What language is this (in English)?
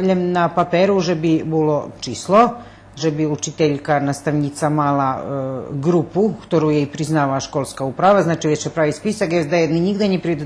Rusyn